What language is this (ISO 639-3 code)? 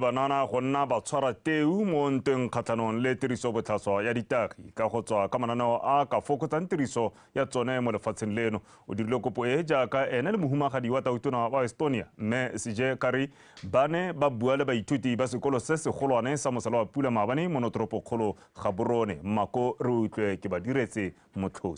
tsn